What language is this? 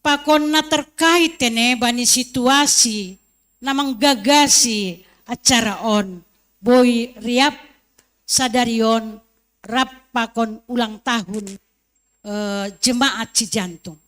Batak Simalungun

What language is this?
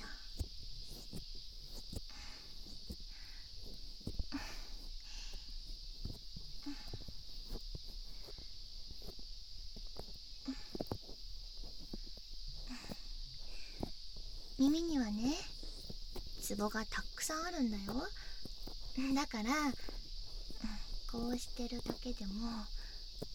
Japanese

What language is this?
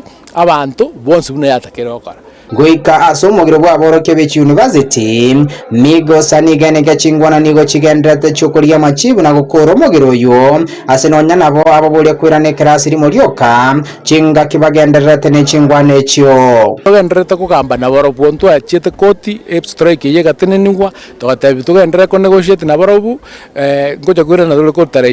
Gusii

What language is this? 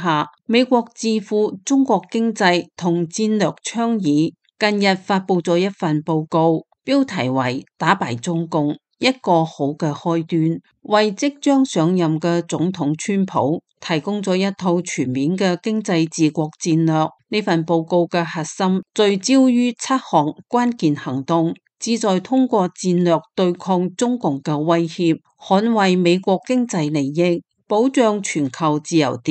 Cantonese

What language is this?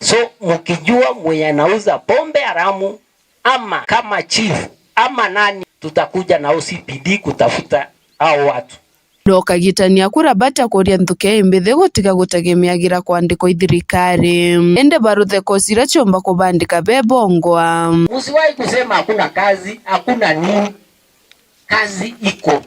Meru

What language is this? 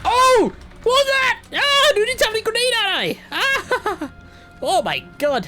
Welsh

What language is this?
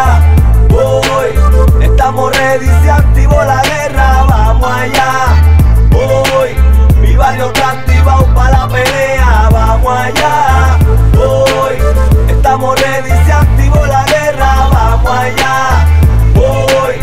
Spanish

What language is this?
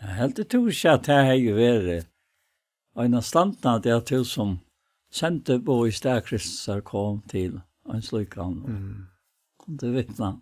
Faroese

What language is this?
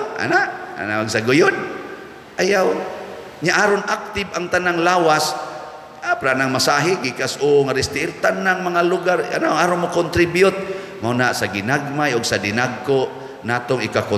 Cebuano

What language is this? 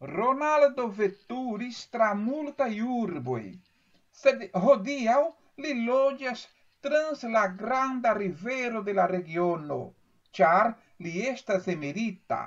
Esperanto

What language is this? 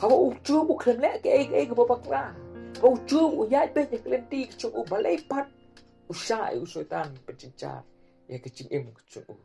Khasi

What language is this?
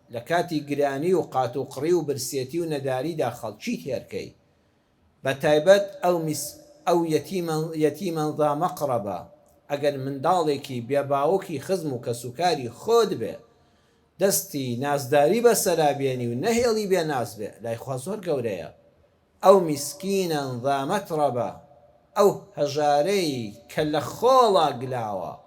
Central Kurdish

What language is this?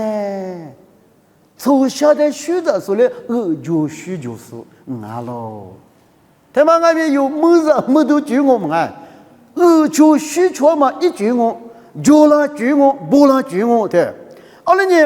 Lisu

